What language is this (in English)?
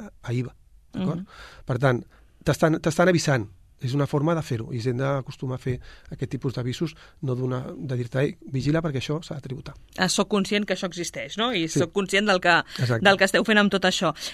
Catalan